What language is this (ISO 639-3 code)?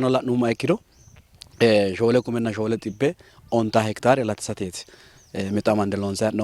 sid